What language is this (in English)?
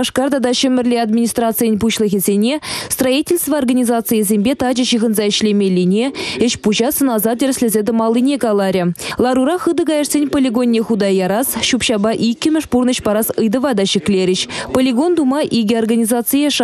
Chuvash